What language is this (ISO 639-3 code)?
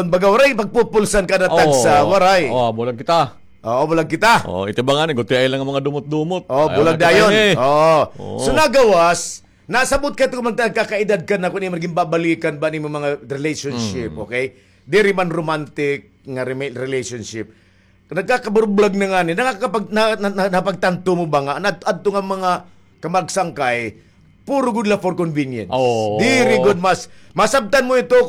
war